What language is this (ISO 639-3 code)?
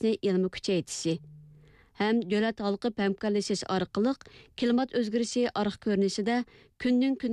uig